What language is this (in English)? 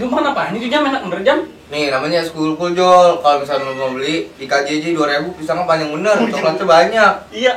Betawi